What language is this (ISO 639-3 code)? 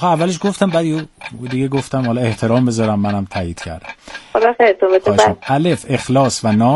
fas